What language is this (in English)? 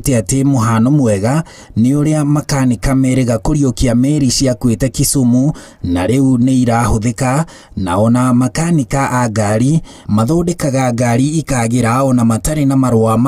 Kikuyu